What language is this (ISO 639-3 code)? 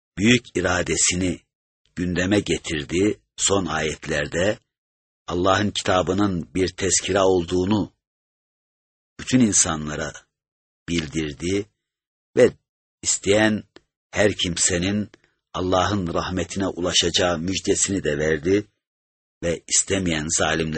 tur